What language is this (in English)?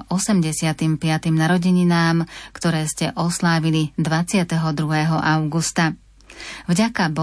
Slovak